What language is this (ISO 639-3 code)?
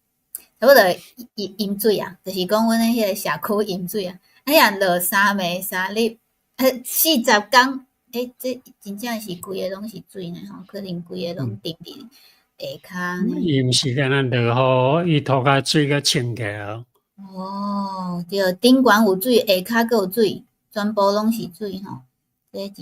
nan